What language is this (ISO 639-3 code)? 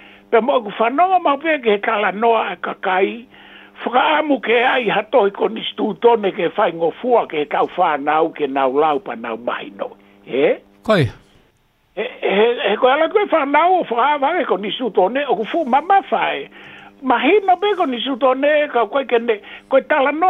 ton